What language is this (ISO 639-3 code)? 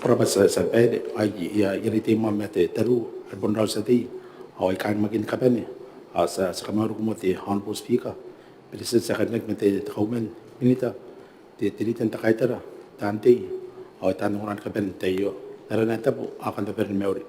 gil